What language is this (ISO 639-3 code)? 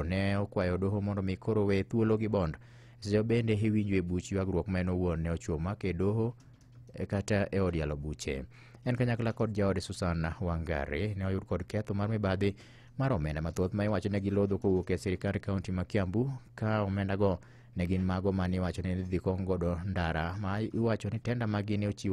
luo